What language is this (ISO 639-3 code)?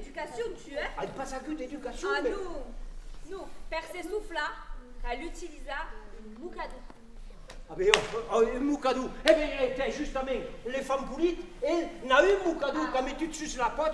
oci